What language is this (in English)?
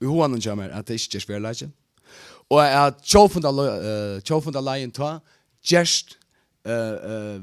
Faroese